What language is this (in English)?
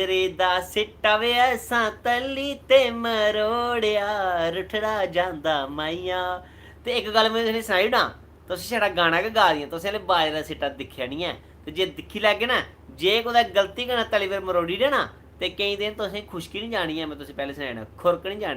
Dogri